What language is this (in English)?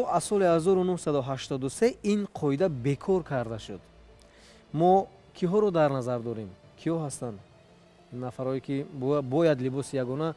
Tajik